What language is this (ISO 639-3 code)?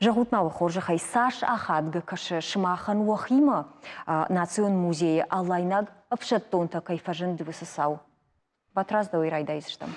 oss